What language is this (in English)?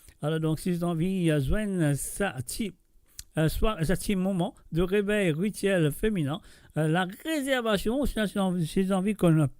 Morisyen